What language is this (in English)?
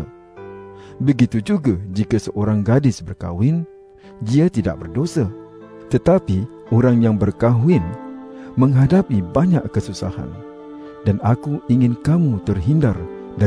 Malay